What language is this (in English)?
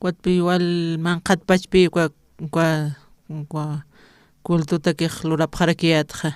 Aymara